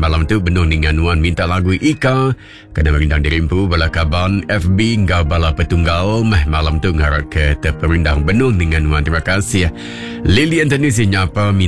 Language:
Iban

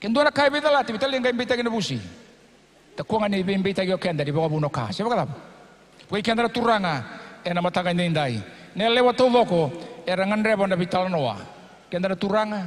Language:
Fijian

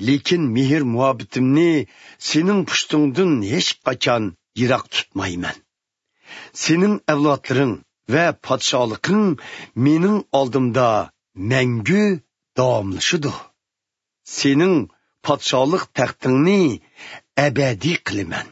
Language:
Uyghur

